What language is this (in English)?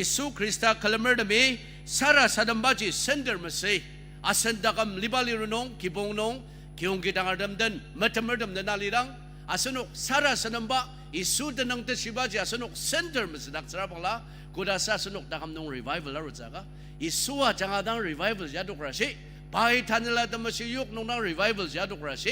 Ao Naga